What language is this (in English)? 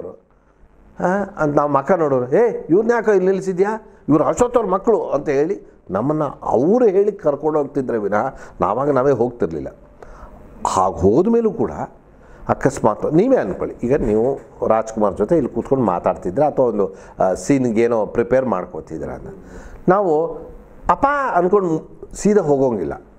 Kannada